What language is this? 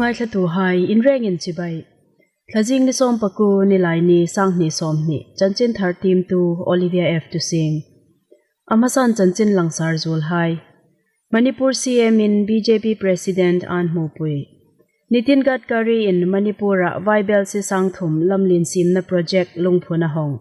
Hmar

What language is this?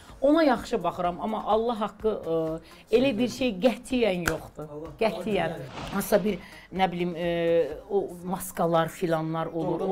Azerbaijani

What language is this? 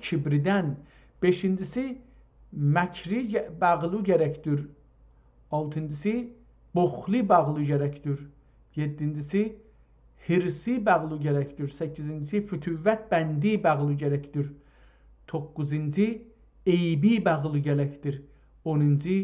South Azerbaijani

